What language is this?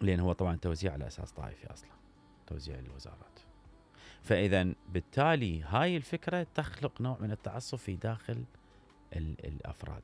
Mesopotamian Arabic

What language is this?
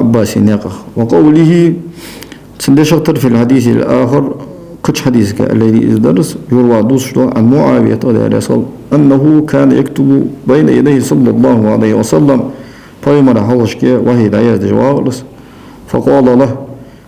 Ingush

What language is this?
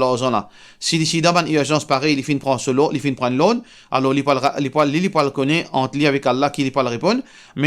Morisyen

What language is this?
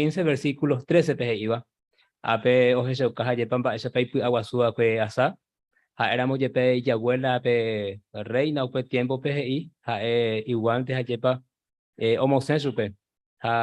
Guarani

